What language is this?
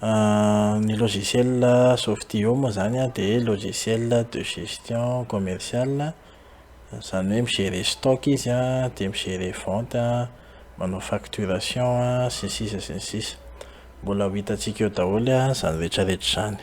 Malagasy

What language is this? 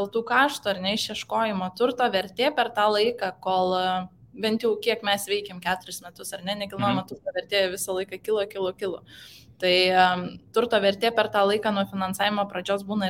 Lithuanian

